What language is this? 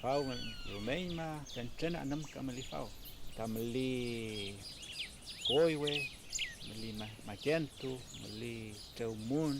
Mapuche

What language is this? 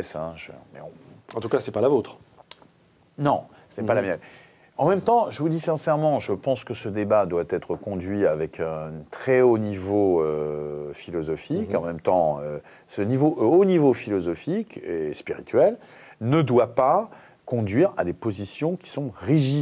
French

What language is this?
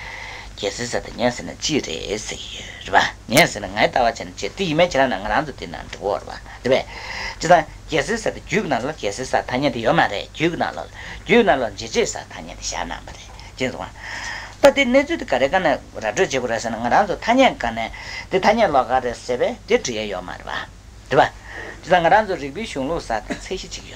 Tibetan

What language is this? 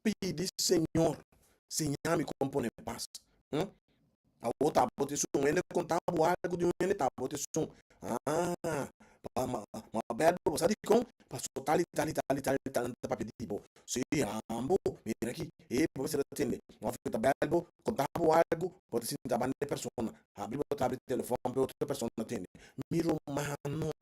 Papiamento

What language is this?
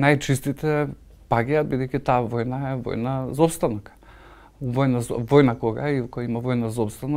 Macedonian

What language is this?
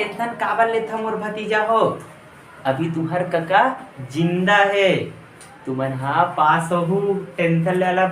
Chhattisgarhi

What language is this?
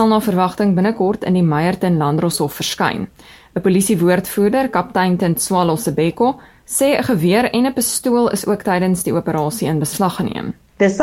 Afrikaans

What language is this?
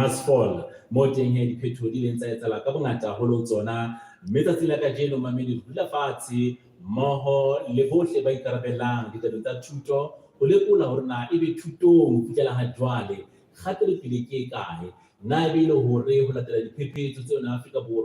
Southern Sotho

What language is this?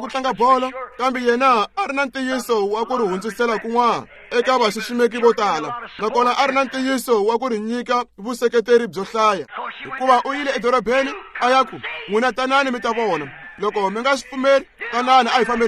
Tsonga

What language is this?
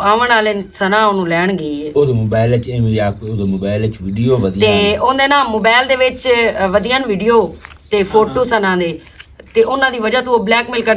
Western Panjabi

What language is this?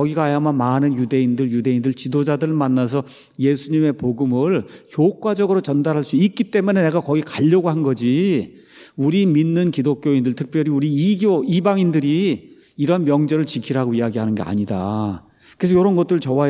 Korean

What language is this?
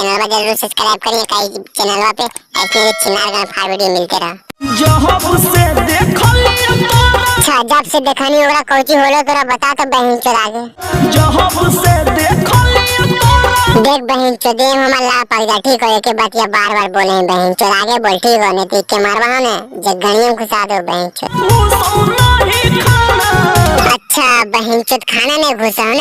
Magahi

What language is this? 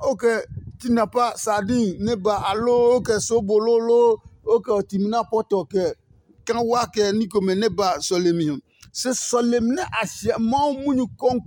Adangme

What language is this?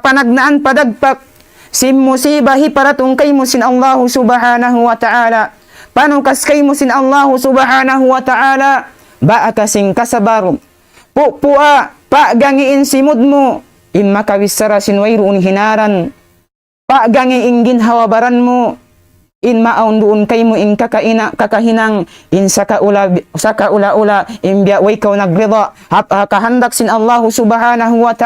Tausug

